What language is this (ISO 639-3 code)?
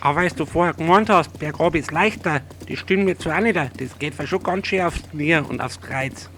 bar